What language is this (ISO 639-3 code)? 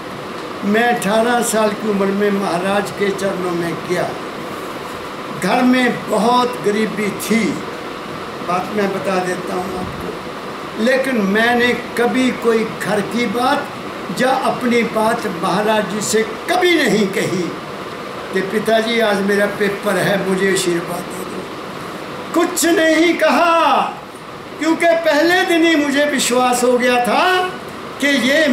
hin